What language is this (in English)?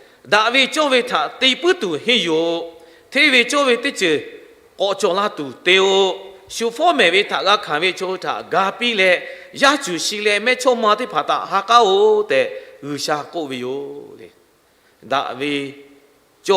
Lahu